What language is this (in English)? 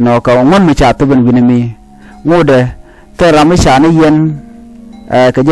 Nuer